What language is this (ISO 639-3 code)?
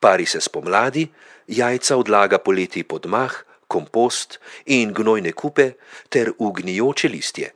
slv